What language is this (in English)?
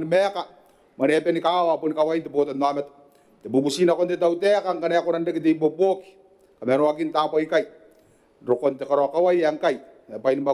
Gilbertese